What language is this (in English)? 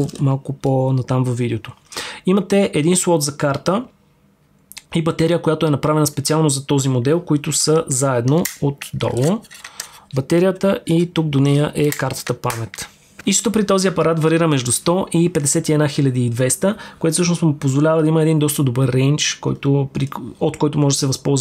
Bulgarian